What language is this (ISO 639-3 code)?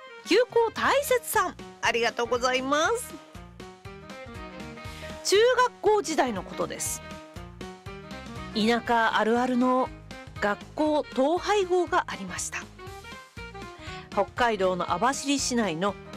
jpn